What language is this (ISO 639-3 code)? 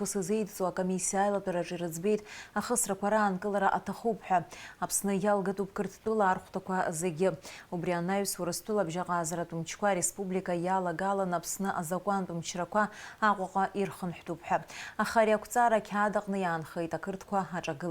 abk